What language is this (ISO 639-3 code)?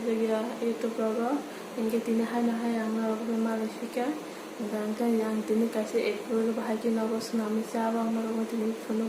trp